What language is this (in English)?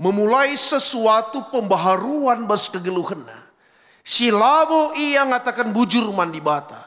Batak Karo